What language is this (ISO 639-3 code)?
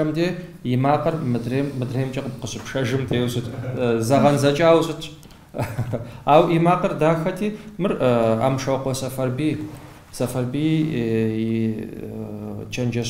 kbd